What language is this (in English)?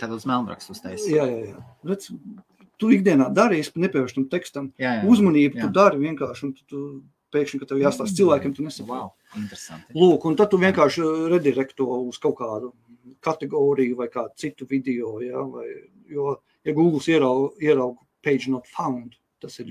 Latvian